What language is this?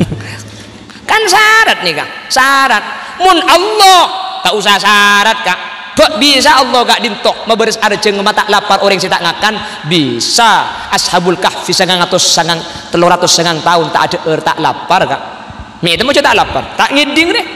Madurese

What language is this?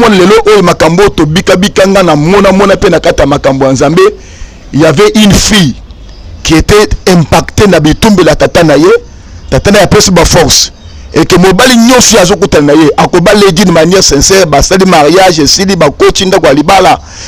Lingala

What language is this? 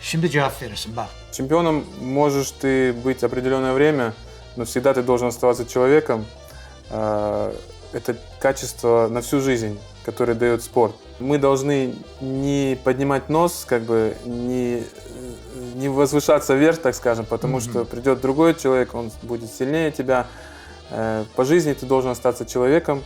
Crimean Tatar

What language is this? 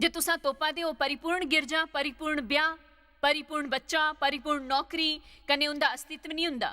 Dogri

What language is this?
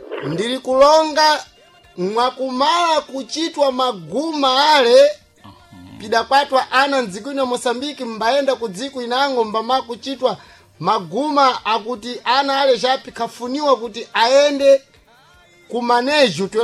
Sena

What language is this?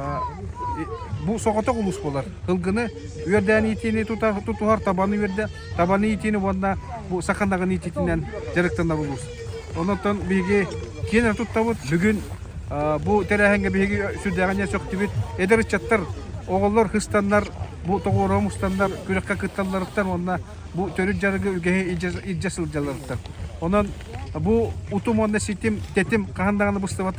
Yakut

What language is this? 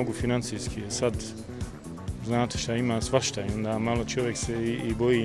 Bosnian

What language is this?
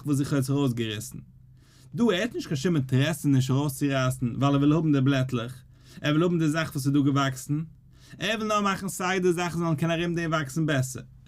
Yiddish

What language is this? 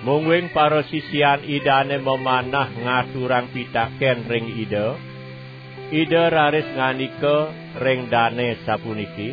Balinese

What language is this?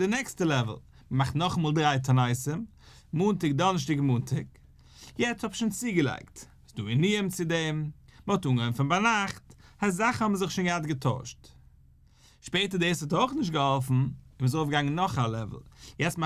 Yiddish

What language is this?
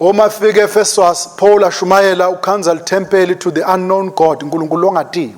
Swati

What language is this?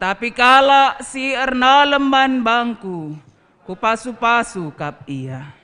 Batak Karo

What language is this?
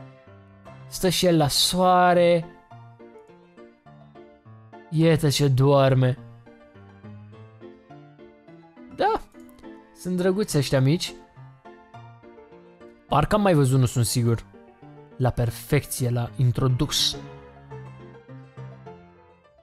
Romanian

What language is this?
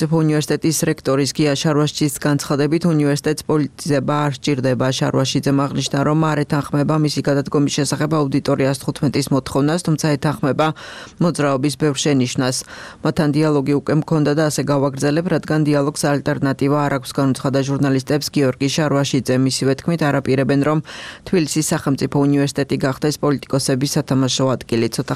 Georgian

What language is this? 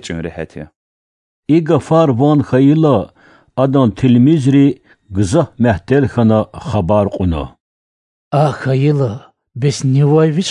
Lezghian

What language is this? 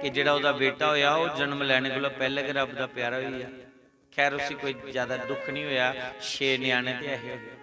Dogri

